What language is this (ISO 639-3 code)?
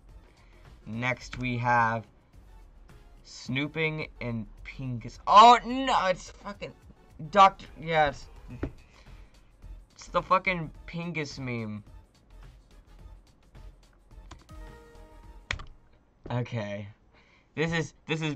eng